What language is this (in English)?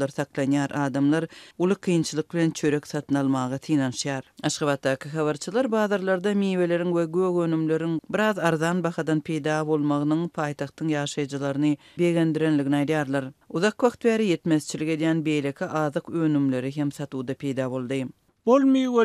Turkmen